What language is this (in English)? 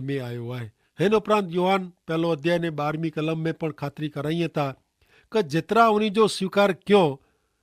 Kachhi